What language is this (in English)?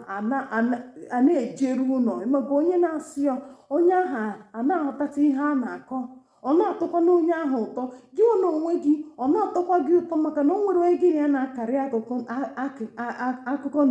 Igbo